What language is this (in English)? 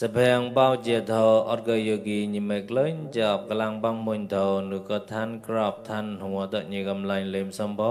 Mon